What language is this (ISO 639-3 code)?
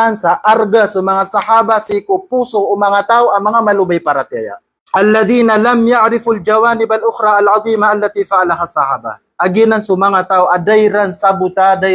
mrw